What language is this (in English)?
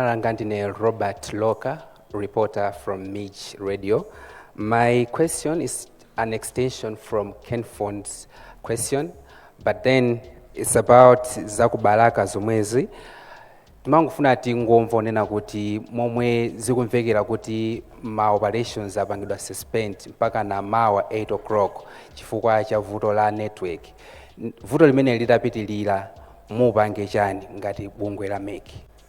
Nyanja